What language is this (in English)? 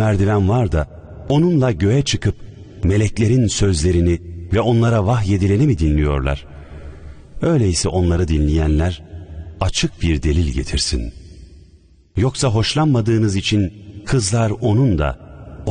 Turkish